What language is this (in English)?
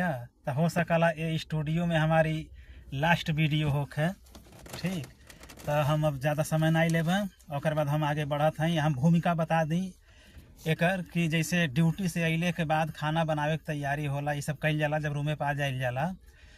Bhojpuri